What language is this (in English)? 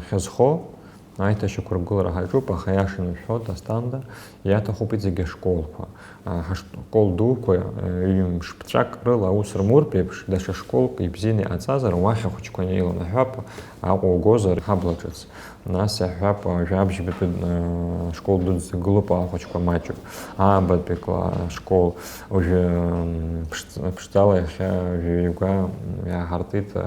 Abkhazian